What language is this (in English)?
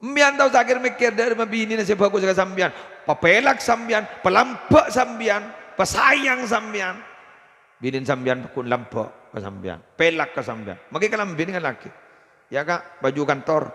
Madurese